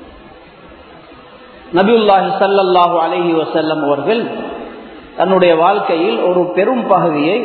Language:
Tamil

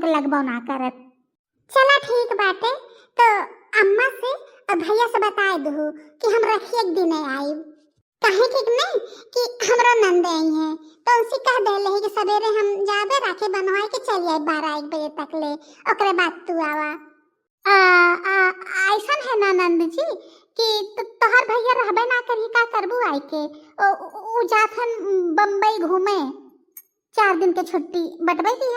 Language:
Bhojpuri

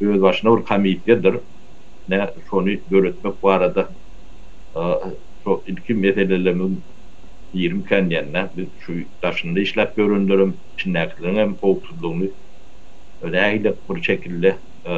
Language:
Turkmen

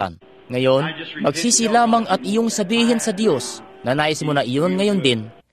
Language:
Filipino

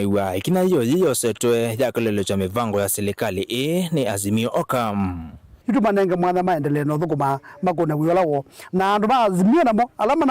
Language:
Kamba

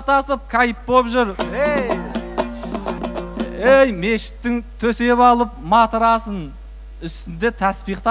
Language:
Kazakh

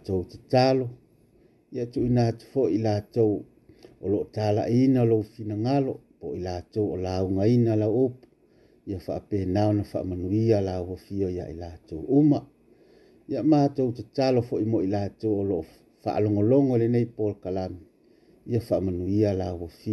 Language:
Samoan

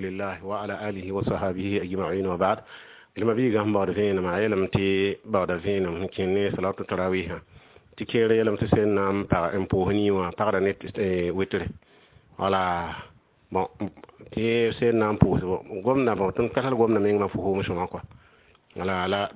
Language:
Mossi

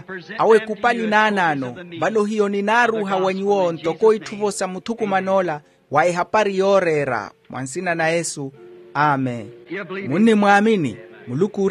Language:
Makhuwa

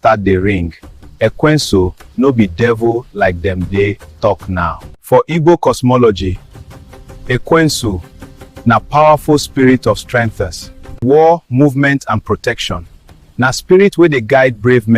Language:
Nigerian Pidgin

